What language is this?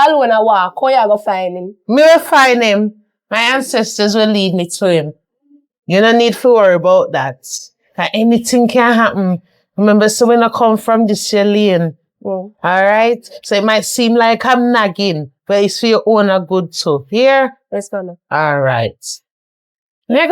Jamaican Creole English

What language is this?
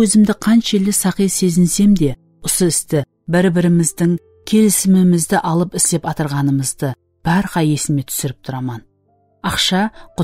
Kara-Kalpak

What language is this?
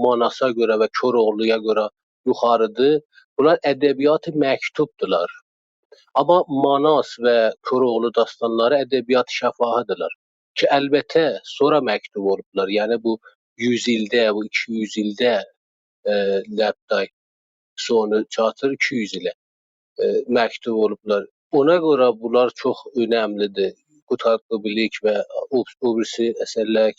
South Azerbaijani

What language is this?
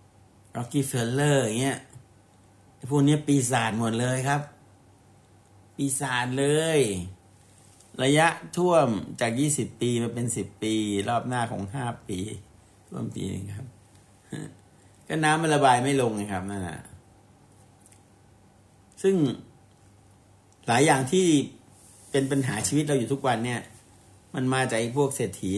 Thai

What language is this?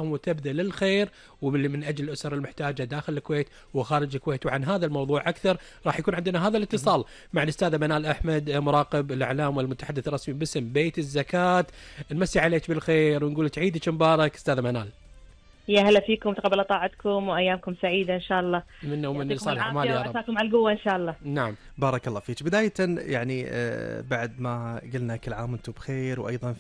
Gulf Arabic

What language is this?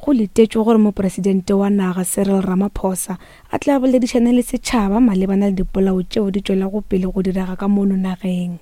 Northern Sotho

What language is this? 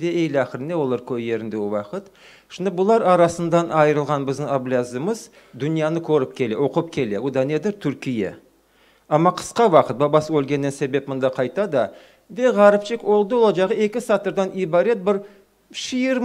Crimean Tatar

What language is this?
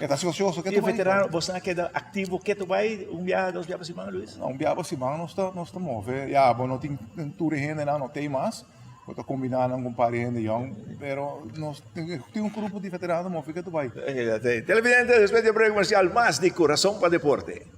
Papiamento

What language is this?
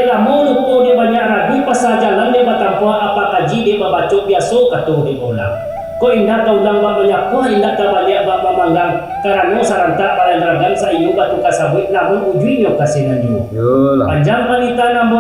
Minangkabau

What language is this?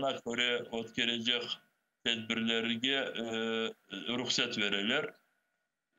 Crimean Tatar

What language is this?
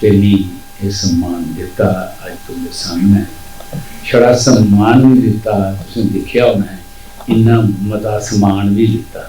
Dogri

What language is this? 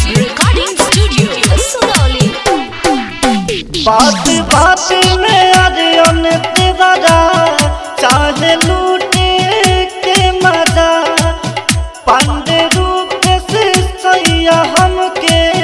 Bhojpuri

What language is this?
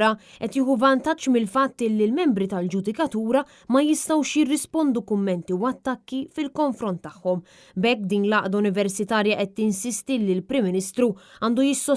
Maltese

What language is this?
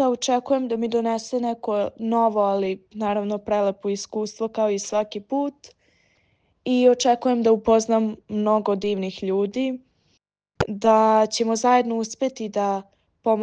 Serbian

